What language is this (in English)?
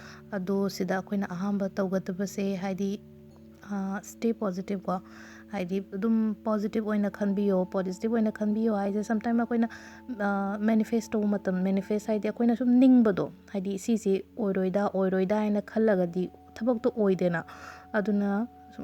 Manipuri